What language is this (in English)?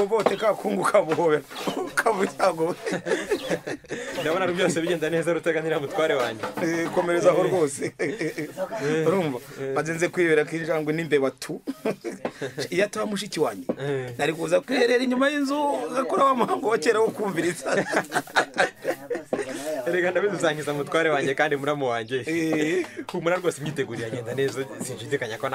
Kinyarwanda